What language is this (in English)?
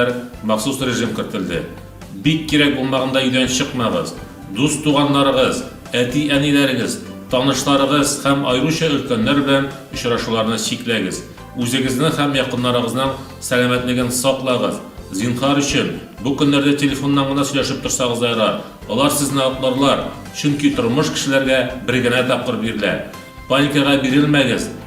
Tatar